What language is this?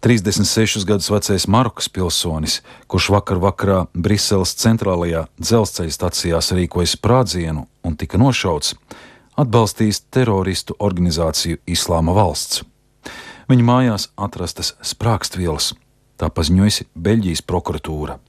Latvian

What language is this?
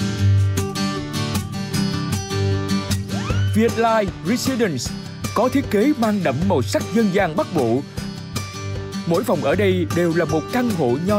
Vietnamese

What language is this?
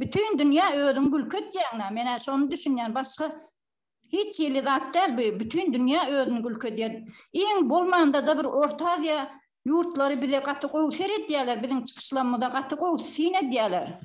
Turkmen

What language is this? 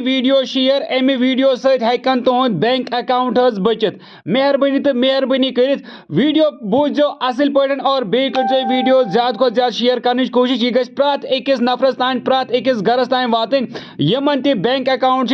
Kashmiri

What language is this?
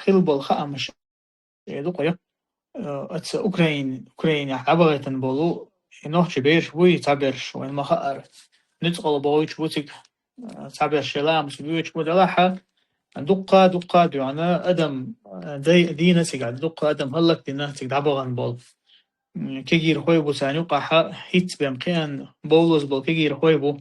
Chechen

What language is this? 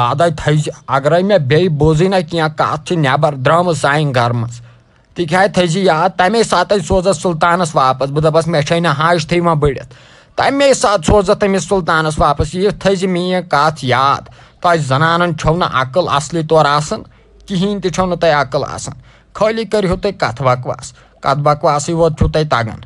Kashmiri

